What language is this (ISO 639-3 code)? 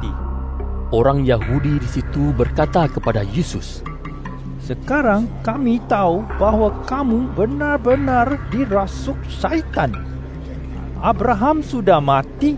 msa